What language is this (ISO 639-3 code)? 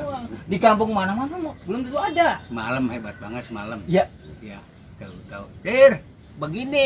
bew